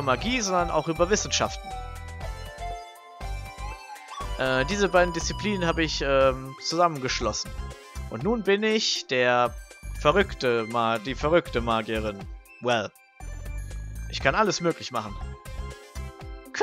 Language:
German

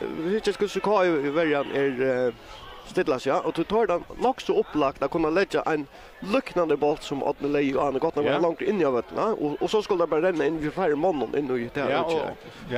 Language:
Faroese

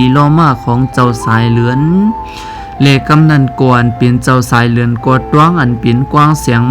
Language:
Shan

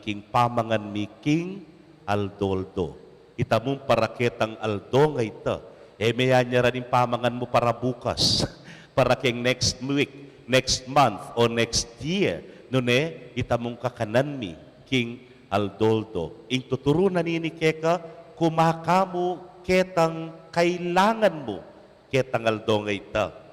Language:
Pampanga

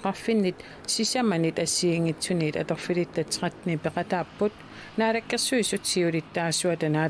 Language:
Kalaallisut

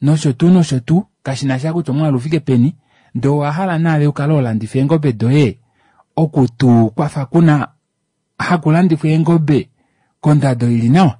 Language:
Kuanyama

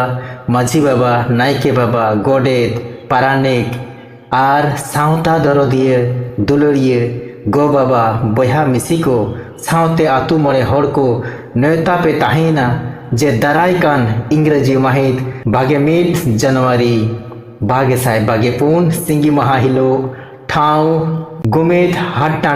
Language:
Santali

